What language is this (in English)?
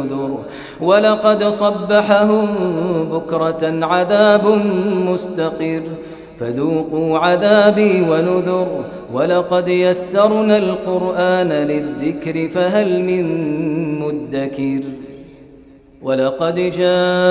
Arabic